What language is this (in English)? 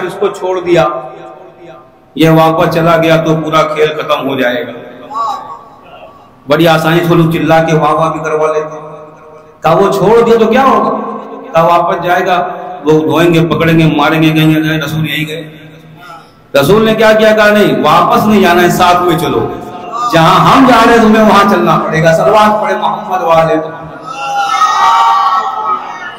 Urdu